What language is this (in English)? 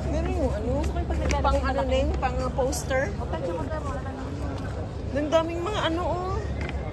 Filipino